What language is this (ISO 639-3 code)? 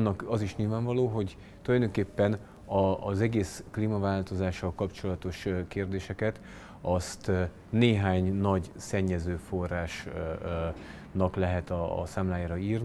hun